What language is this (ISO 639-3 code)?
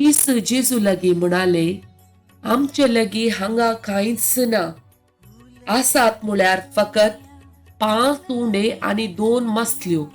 kok